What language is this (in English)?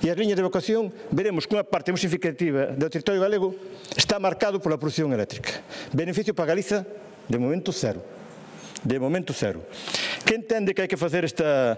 Galician